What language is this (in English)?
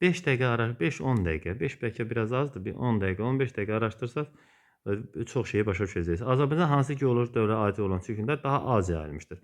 Azerbaijani